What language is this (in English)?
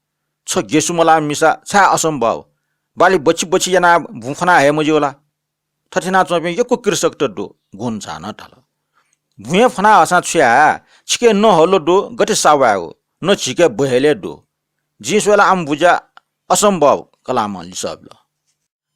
Newari